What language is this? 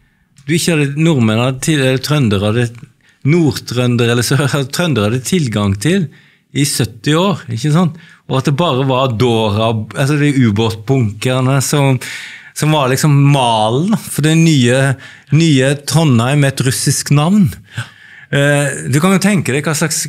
Norwegian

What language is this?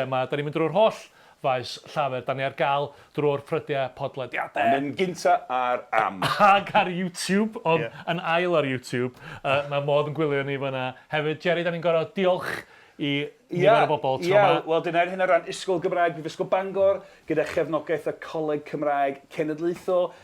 Welsh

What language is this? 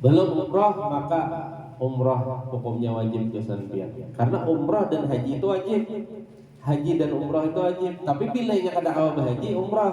Banjar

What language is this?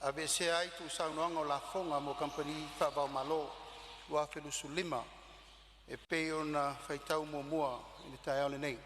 Samoan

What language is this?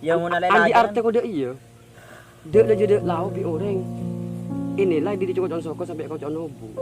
Madurese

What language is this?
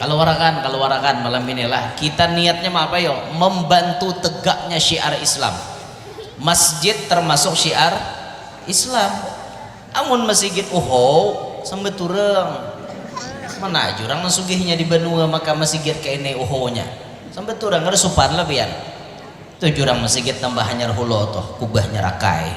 Banjar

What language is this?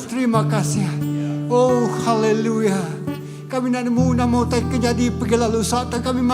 Iban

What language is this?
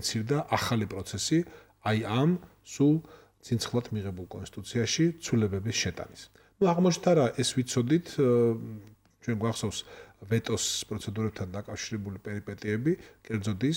Georgian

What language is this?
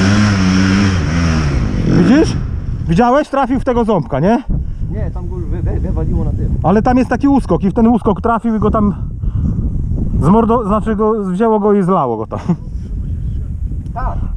Polish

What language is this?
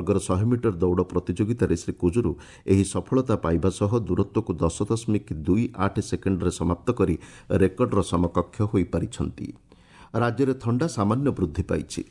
Odia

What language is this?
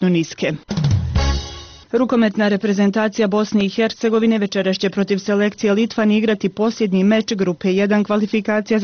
Bosnian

